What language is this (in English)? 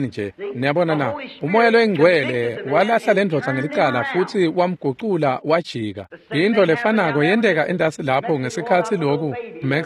Swati